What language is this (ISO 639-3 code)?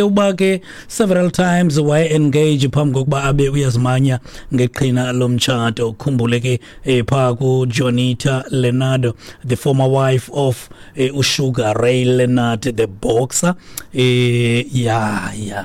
xho